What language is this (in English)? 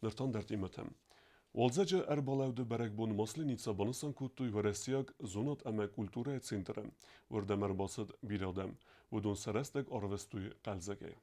Ossetic